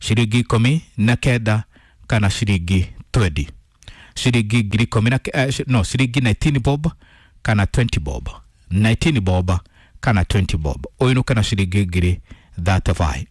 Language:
Kikuyu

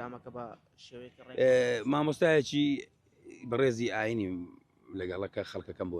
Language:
Central Kurdish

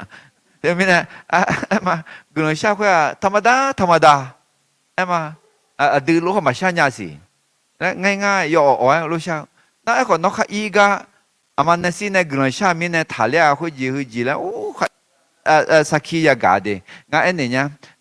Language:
Akha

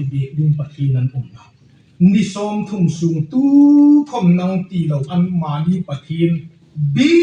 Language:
Hmar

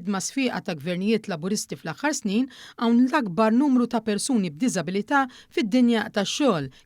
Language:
Maltese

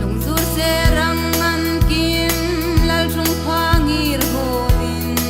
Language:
Hmar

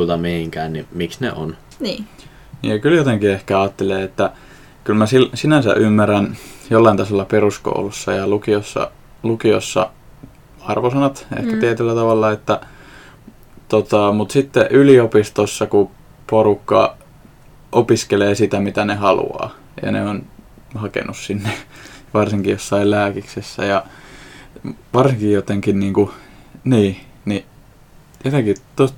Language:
Finnish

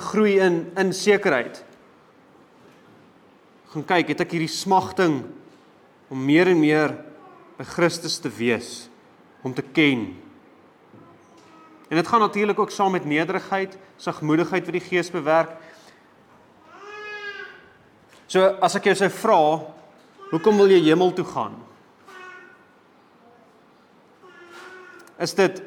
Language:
Afrikaans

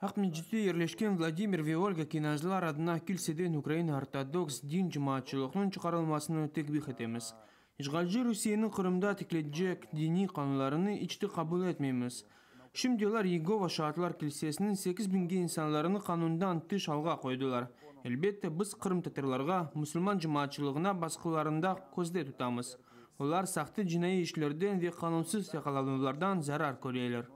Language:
Crimean Tatar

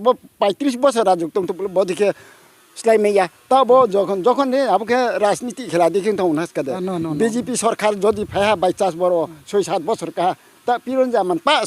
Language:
Riang (India)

